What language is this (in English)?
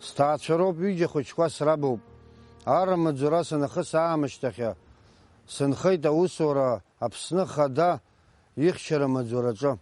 Abkhazian